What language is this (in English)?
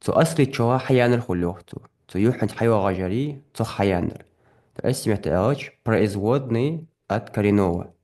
Ingush